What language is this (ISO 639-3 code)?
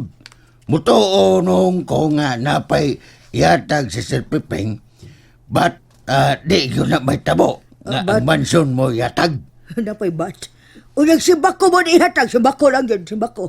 ceb